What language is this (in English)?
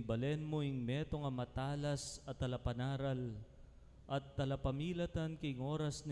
Pampanga